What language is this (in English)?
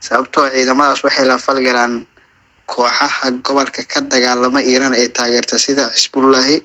Somali